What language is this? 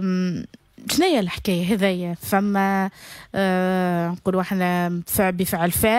Tunisian Arabic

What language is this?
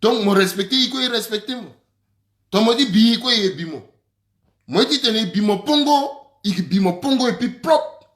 Sango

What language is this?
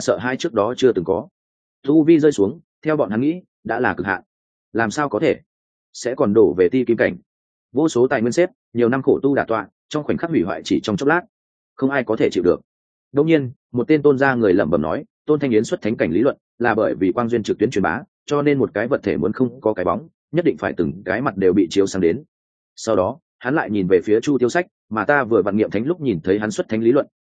Vietnamese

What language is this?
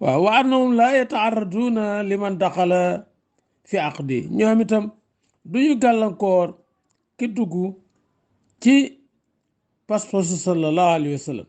Wolof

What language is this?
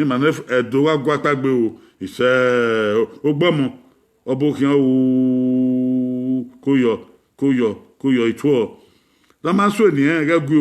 Bini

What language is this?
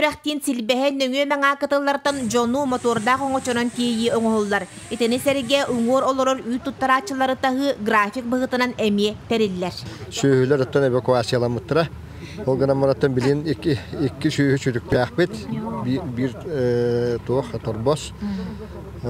Yakut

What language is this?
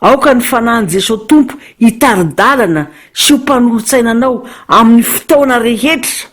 Malagasy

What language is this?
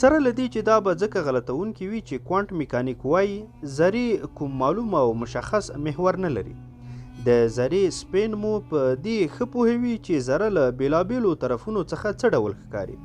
Pashto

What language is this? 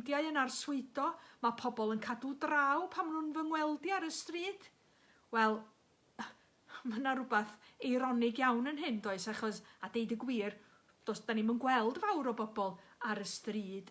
Welsh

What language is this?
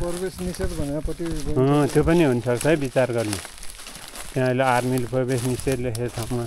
Nepali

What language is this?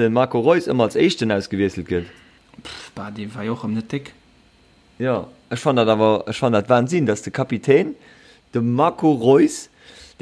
Luxembourgish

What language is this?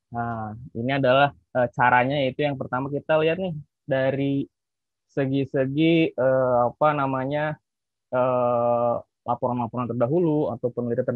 Indonesian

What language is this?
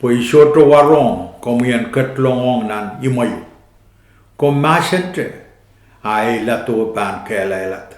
Pohnpeian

